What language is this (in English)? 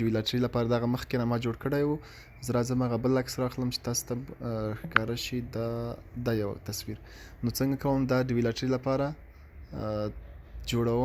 Pashto